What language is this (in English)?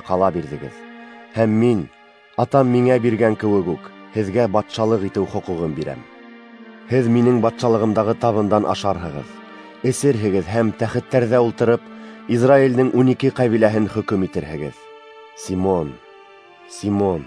Bashkir